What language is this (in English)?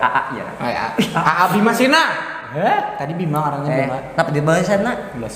Banjar